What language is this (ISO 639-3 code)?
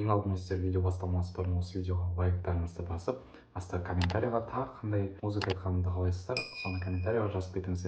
kaz